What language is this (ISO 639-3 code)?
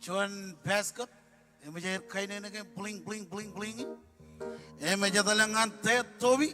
mah